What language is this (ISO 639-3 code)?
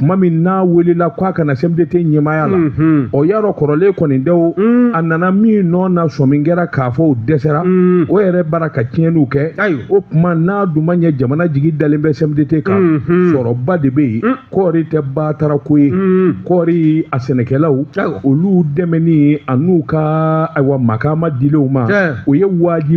bam